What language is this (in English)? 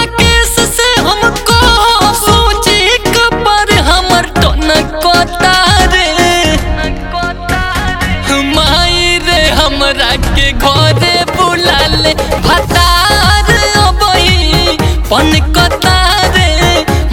Bhojpuri